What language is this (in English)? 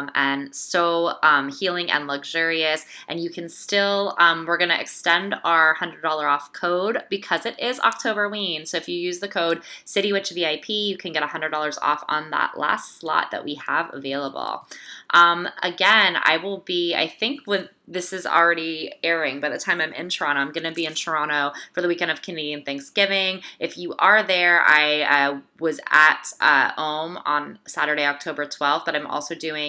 English